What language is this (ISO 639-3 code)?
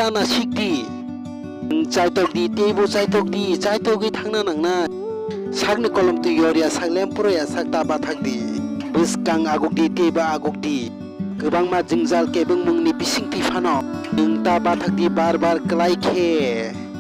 trp